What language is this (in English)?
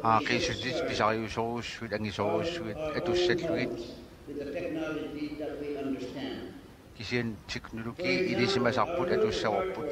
Kalaallisut